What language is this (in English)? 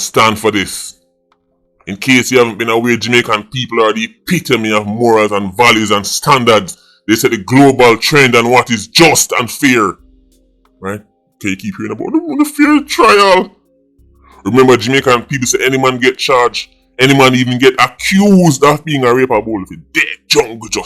Jamaican Creole English